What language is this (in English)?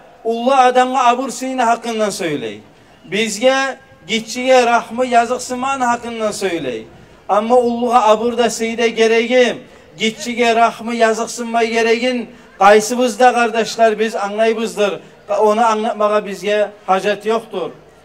Kumyk